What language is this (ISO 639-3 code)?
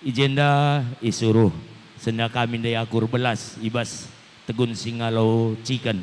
btx